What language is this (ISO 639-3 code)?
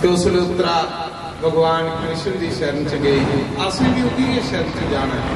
doi